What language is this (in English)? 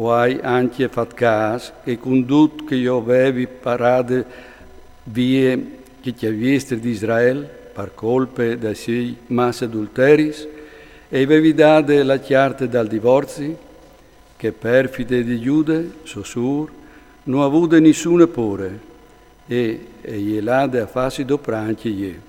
Friulian